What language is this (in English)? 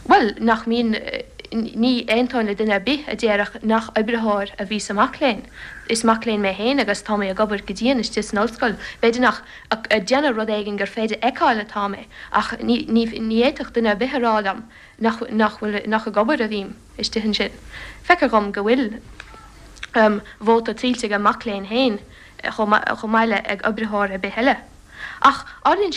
Irish